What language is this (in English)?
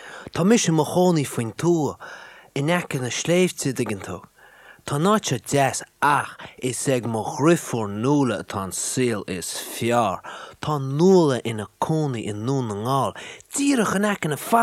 Irish